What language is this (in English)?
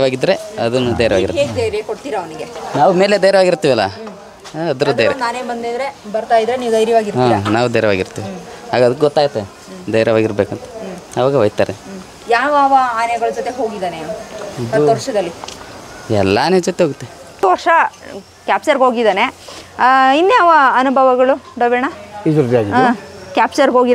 Kannada